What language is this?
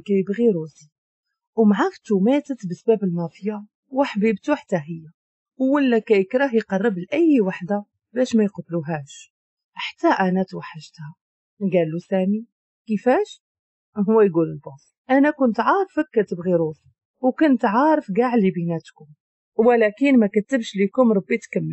Moroccan Arabic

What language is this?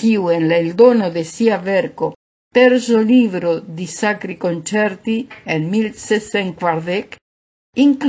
Esperanto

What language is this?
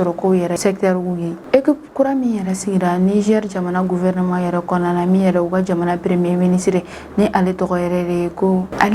Bambara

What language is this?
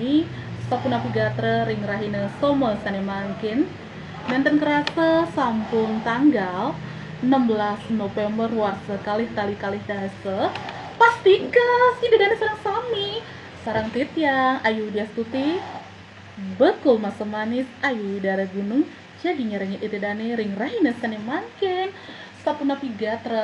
Balinese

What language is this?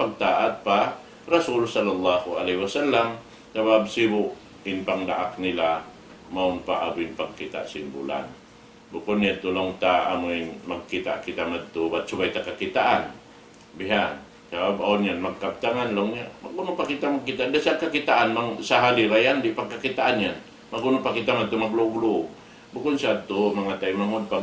Tausug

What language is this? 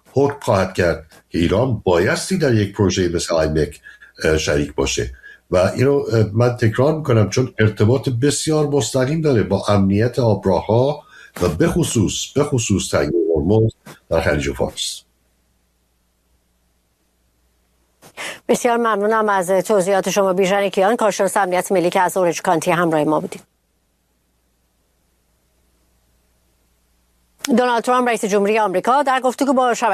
Persian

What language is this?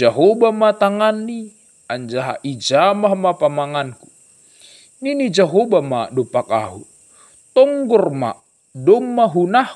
Batak Simalungun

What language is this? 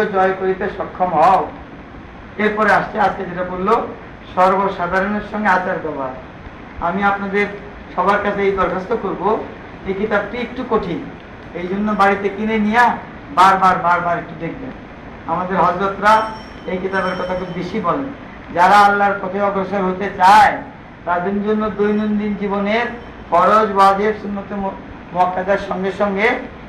Bangla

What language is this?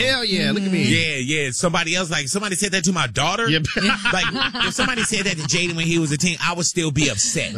English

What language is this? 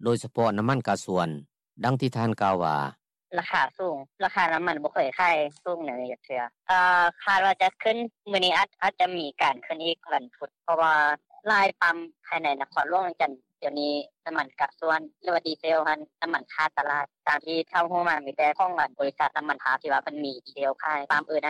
Lao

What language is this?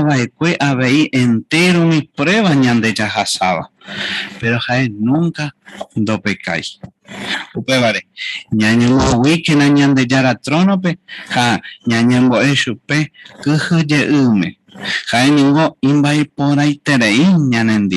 Guarani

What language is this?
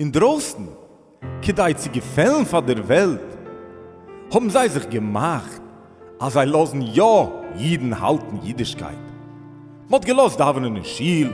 Yiddish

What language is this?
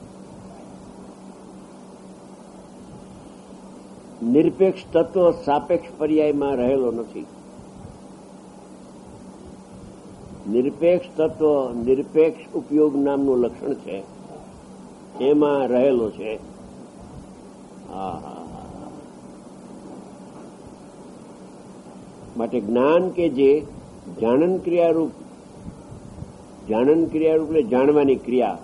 Gujarati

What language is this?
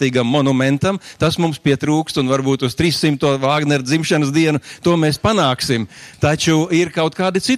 Latvian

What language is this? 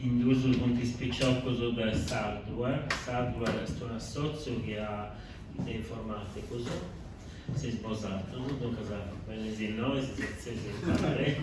Sardinian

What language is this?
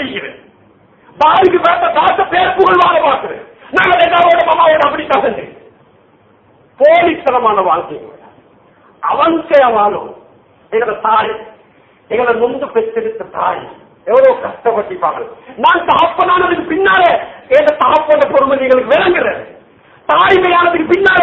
Tamil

